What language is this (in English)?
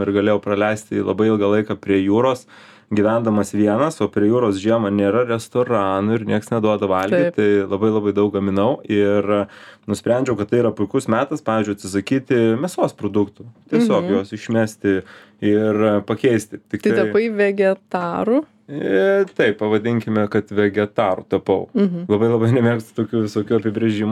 Lithuanian